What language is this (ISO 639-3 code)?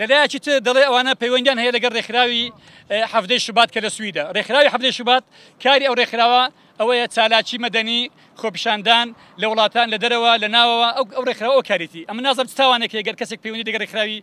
ckb